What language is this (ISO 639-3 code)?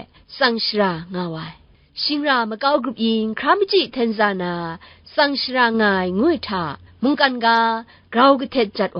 kac